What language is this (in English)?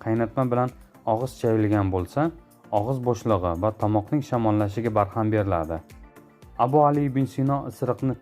Uzbek